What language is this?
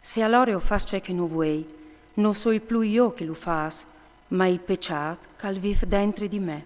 Friulian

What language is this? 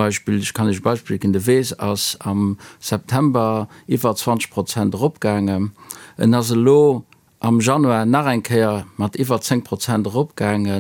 Luxembourgish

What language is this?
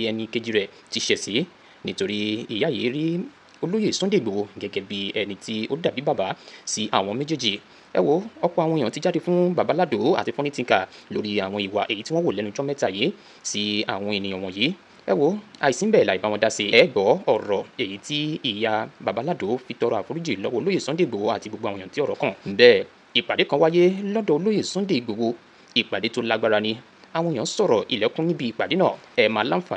Yoruba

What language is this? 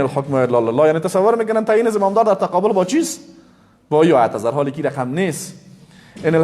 Persian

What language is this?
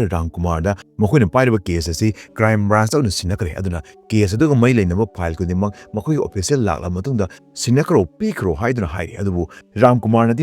Manipuri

